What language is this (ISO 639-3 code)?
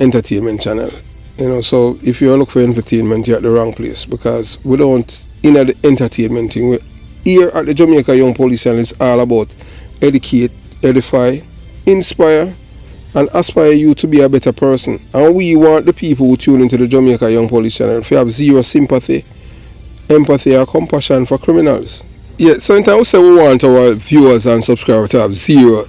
jam